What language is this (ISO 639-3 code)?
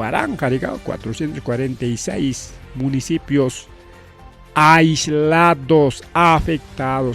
quy